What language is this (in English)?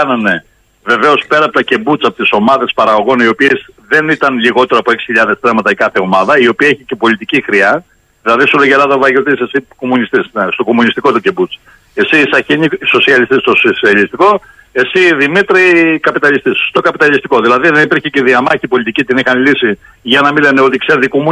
Greek